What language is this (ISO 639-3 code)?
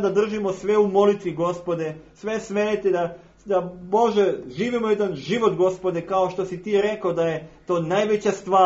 srp